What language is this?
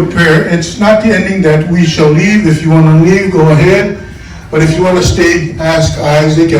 Samoan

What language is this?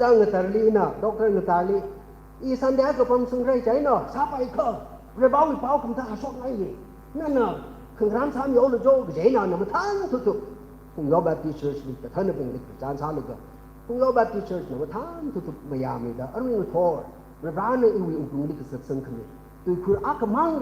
Tangkhul Naga (India)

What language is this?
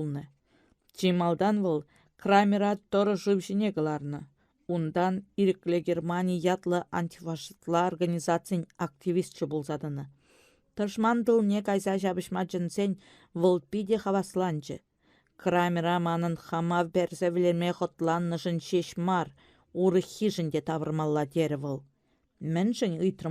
Chuvash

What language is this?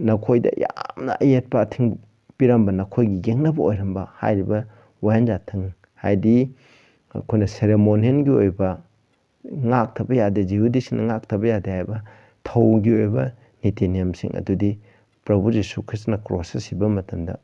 Manipuri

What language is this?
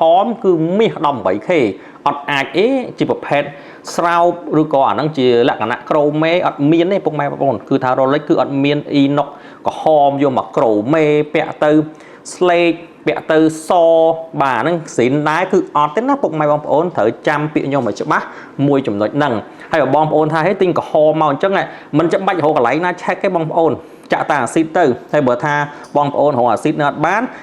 Khmer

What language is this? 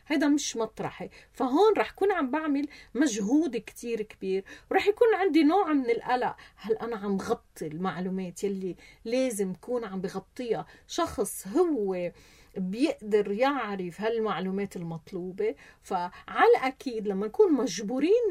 North Levantine Arabic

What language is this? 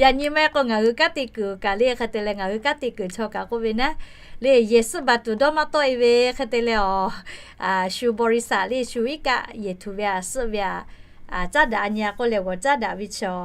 Lahu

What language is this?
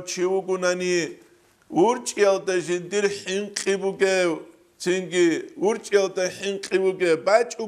Avaric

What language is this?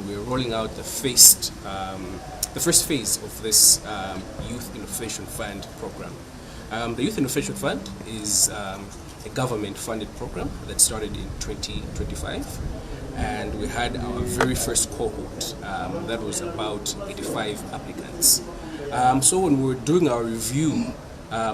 English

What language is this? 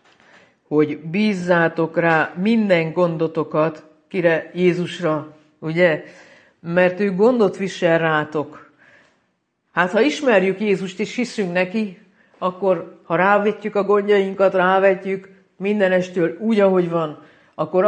Hungarian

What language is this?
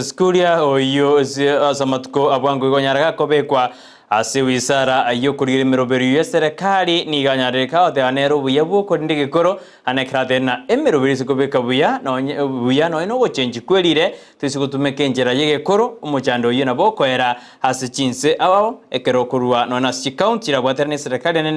Gusii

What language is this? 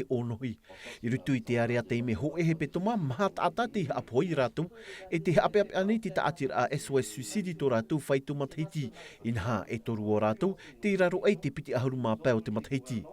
Tahitian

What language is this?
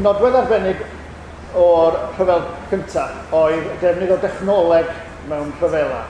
Welsh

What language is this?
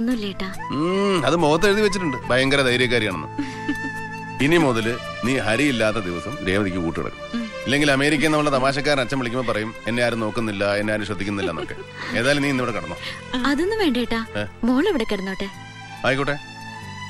Malayalam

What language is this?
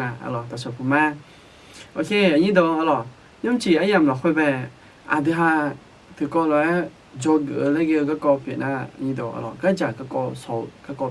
Akha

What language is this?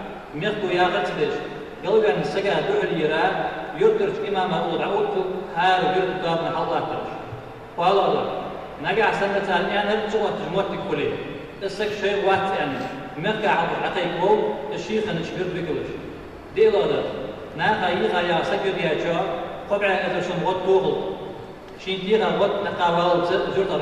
Ingush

